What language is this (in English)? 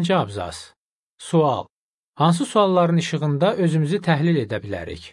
Azerbaijani